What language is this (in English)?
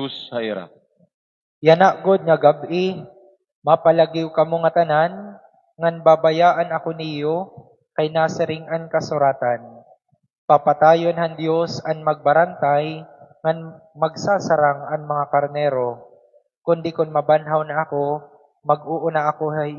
Waray